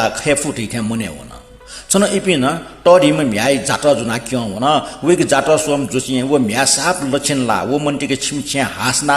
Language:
Newari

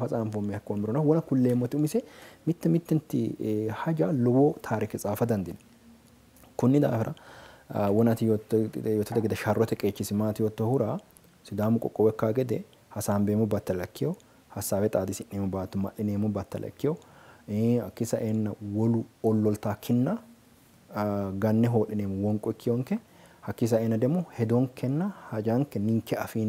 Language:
Sidamo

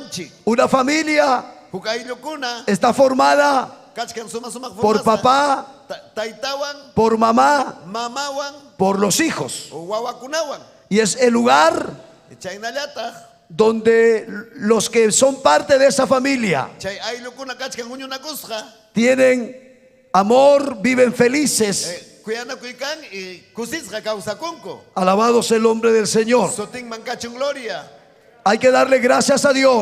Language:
Ayacucho Quechua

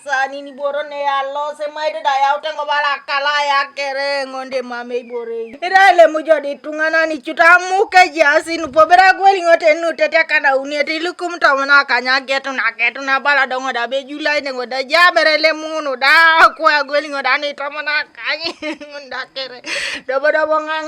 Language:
Teso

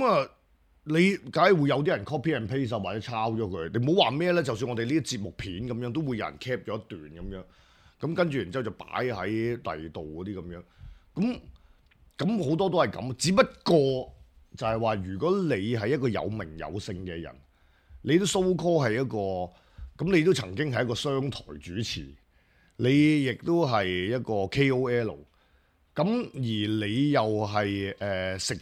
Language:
Cantonese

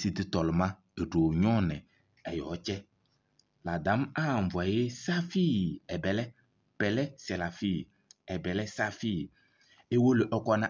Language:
Kabiyè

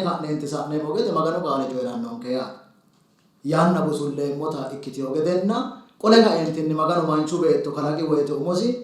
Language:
Sidamo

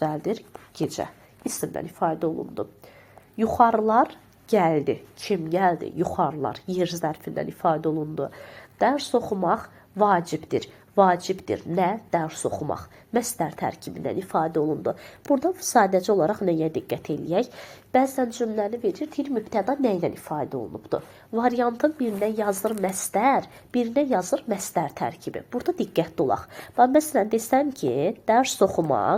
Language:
Azerbaijani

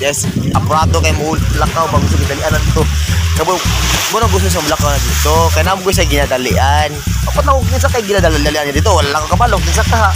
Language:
Cebuano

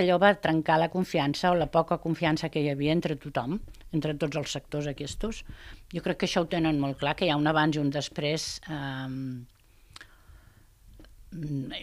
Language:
Catalan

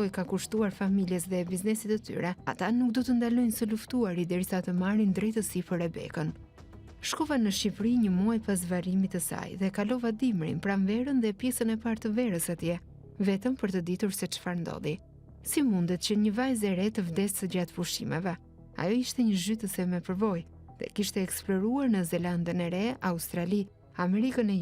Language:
Albanian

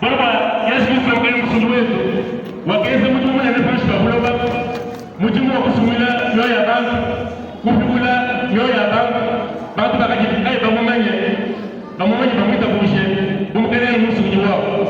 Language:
Luba-Lulua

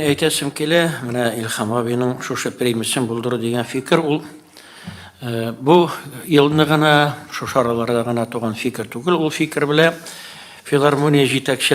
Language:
Tatar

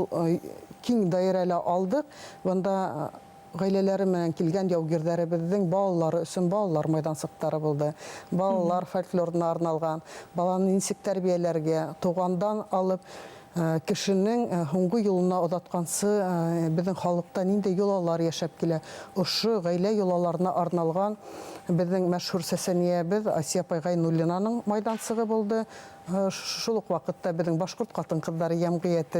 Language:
Bashkir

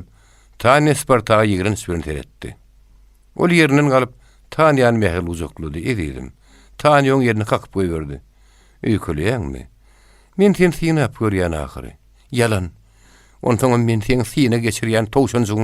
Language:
Turkmen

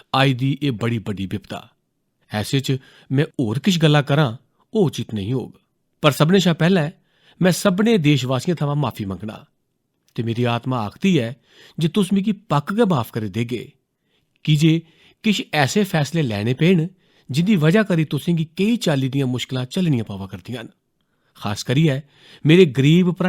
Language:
Dogri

